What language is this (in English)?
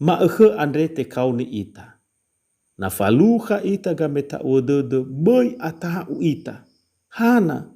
Nias